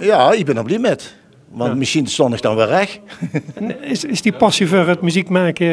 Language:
Limburgish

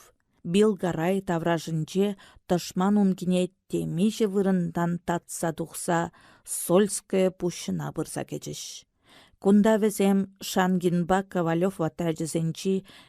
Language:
Chuvash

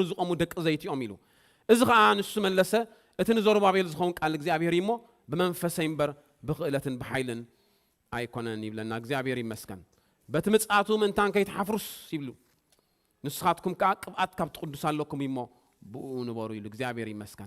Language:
Tigrinya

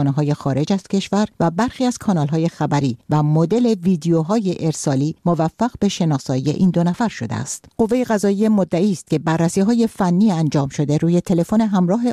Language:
Persian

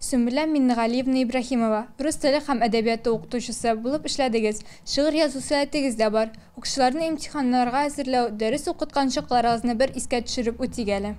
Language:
Tatar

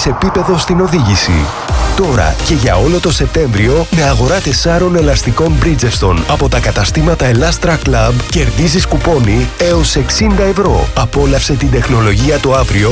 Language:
Greek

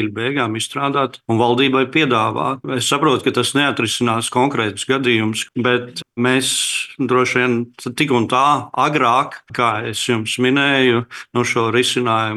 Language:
Latvian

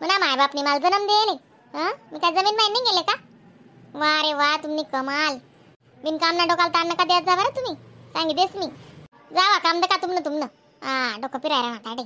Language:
Khandesi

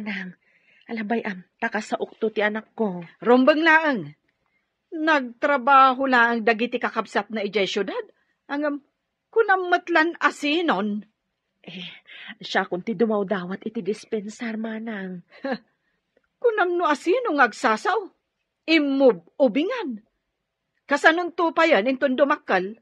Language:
Iloko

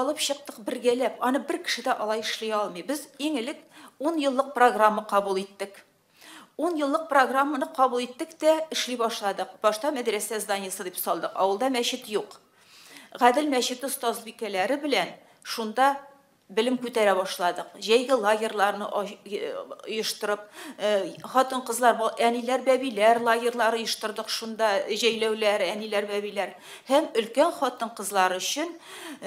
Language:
Tatar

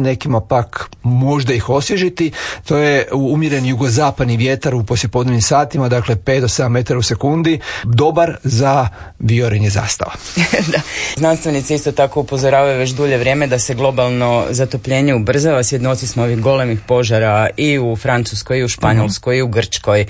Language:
Croatian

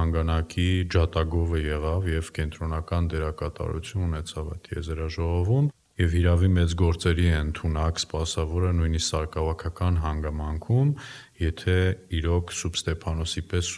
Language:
Armenian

